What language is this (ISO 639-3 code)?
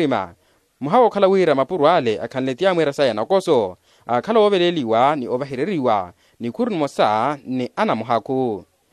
vmw